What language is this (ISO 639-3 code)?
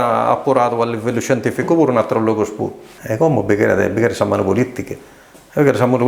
srd